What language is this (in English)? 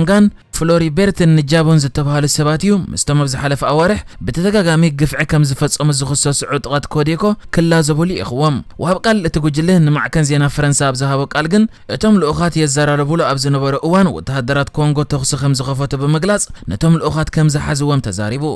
Tigrinya